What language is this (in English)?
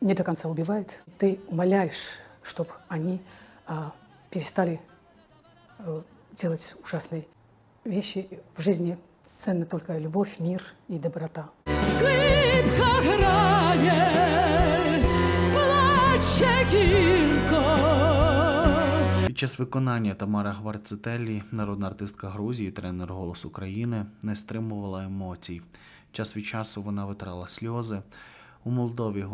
Ukrainian